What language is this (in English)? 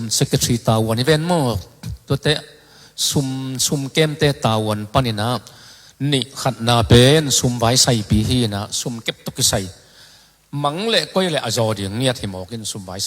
Tedim Chin